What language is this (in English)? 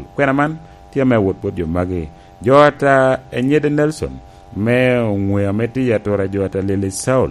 Lango (Uganda)